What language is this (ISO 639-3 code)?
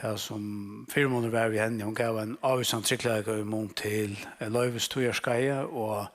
fao